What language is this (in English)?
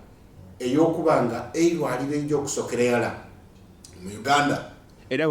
Soga